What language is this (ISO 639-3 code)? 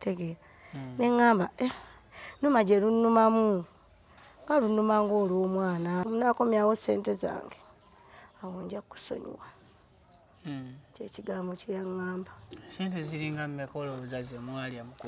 lug